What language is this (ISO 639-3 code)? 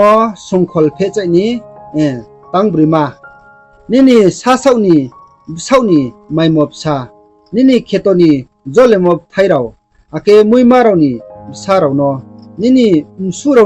ria